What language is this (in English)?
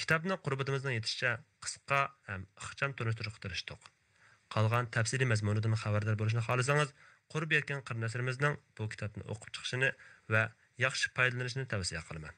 Uyghur